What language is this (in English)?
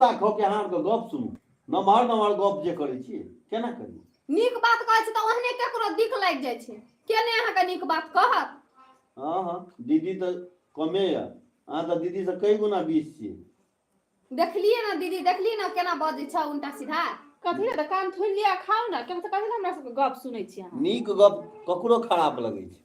Maithili